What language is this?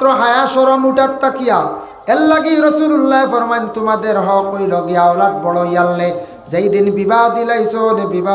Sylheti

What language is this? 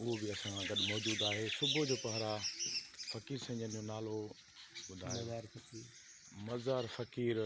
Sindhi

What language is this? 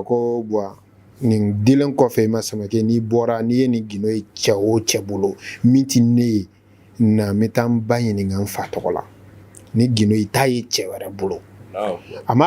Bambara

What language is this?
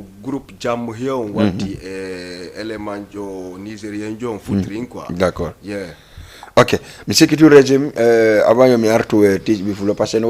Fula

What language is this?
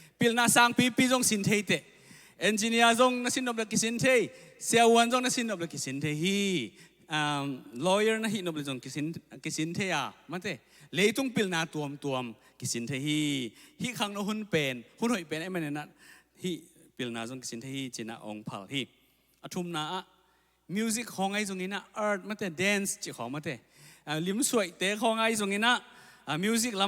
Tedim Chin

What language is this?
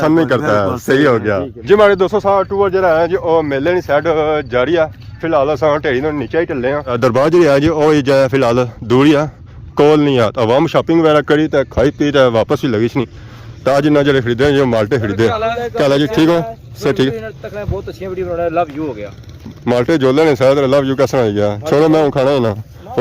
Pahari-Potwari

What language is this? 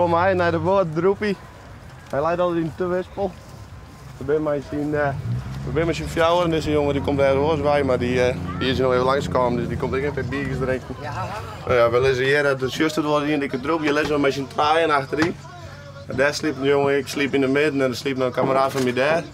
Western Frisian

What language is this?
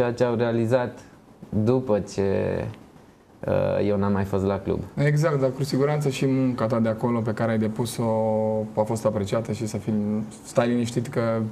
Romanian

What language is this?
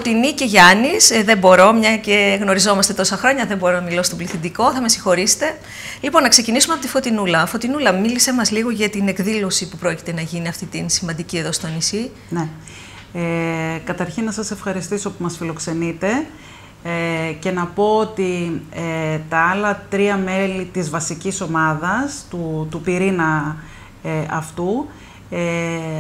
Greek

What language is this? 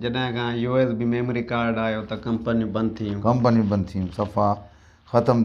Sindhi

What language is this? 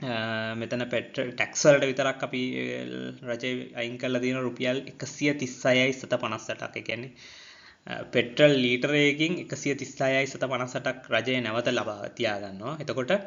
Sinhala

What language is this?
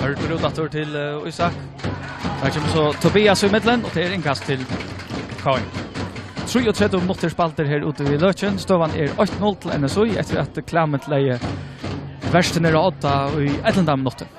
Faroese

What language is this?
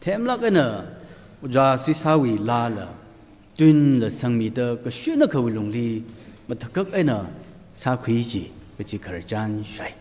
Tangkhul Naga (India)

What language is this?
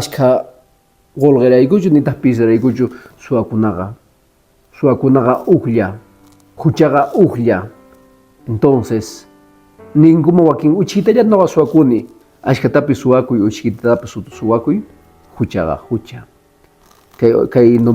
Quechua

